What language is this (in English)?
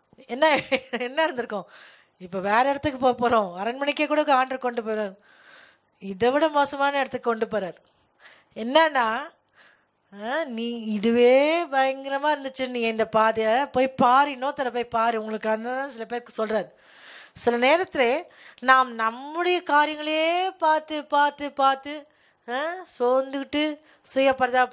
Tamil